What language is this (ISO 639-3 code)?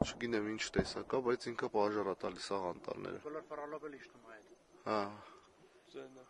hye